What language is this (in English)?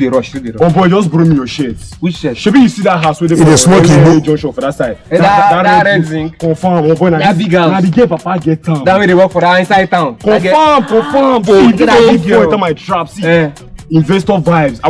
Nigerian Pidgin